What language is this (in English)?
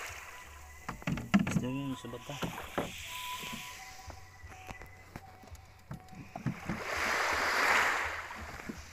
Filipino